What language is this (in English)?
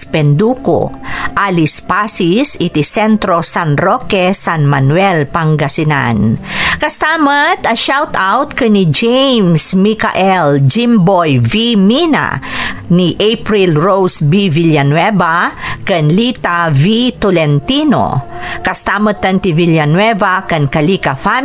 Iloko